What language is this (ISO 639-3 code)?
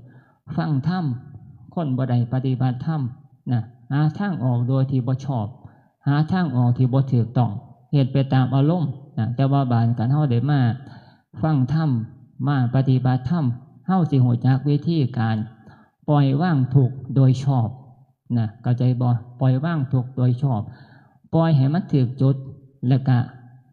tts